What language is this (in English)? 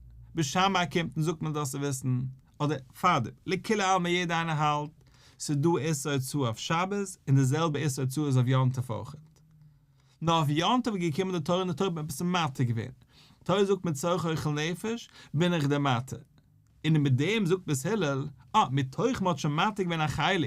Yiddish